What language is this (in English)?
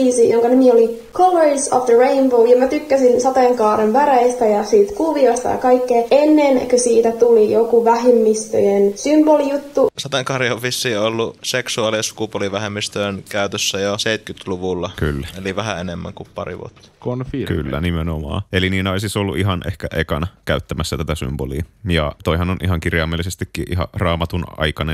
Finnish